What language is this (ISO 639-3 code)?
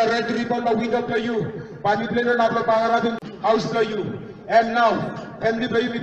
tpi